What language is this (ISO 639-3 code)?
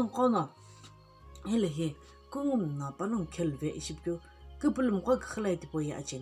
nsm